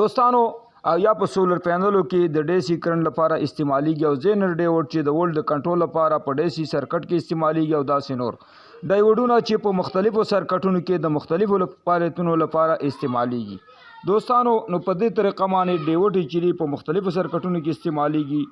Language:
Pashto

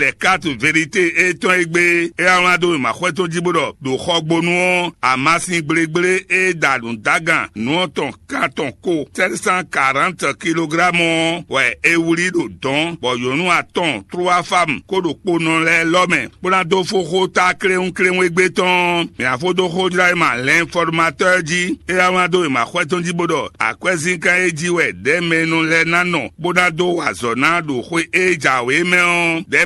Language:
Fon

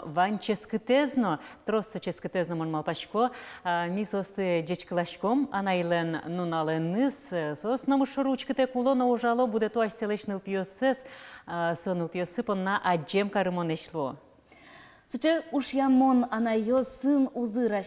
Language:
Udmurt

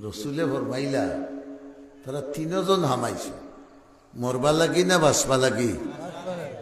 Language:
Sylheti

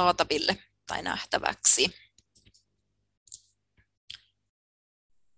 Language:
Finnish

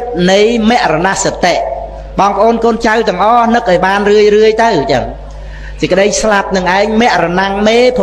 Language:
Khmer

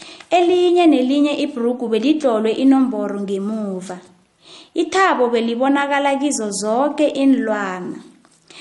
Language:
South Ndebele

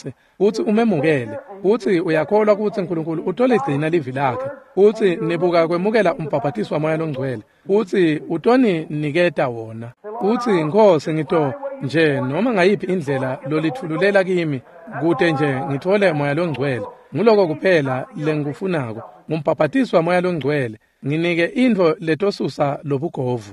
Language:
Swati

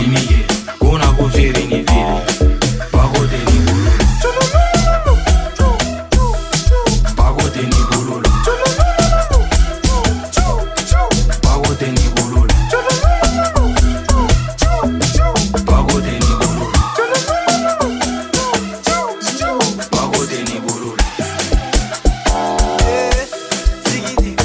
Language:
Swahili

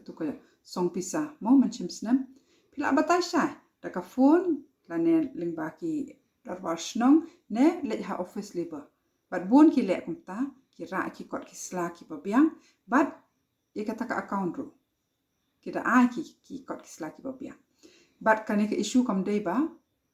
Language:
Khasi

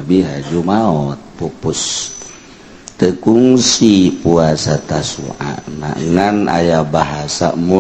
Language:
Sundanese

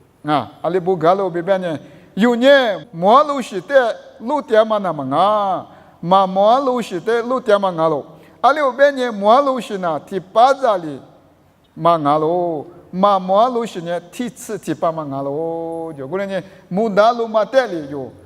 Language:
Lisu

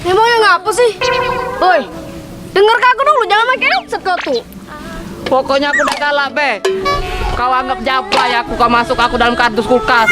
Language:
Musi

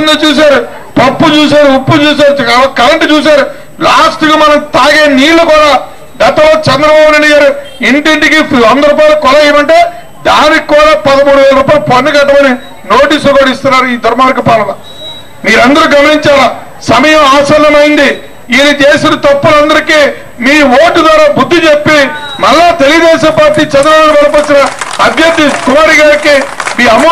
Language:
Telugu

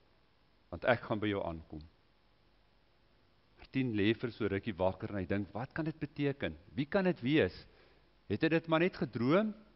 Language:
Afrikaans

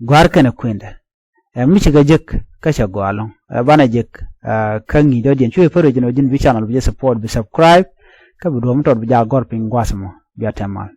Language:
Nuer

